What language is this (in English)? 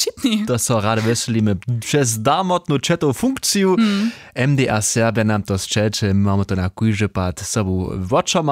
Upper Sorbian